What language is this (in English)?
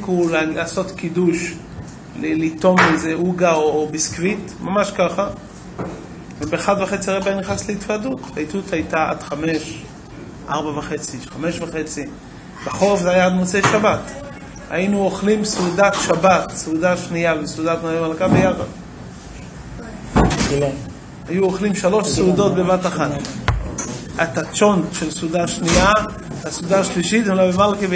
Hebrew